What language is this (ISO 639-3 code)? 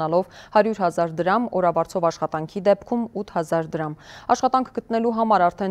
hye